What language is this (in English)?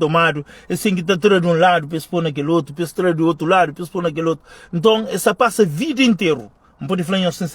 Kabuverdianu